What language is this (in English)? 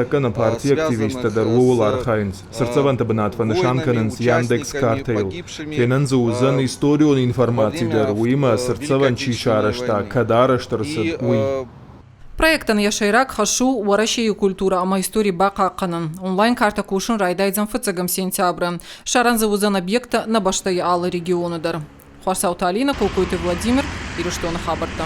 Ossetic